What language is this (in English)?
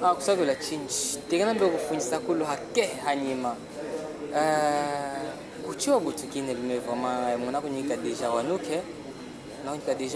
Chokwe